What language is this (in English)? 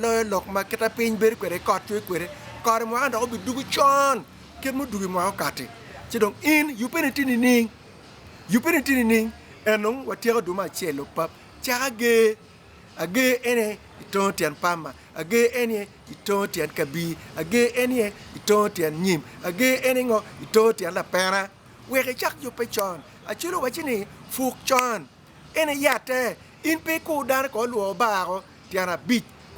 Acoli